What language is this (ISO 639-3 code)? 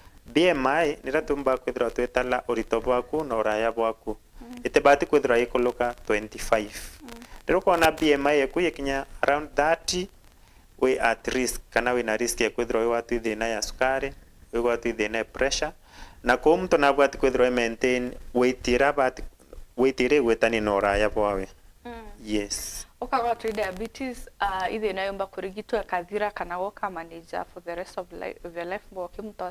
mer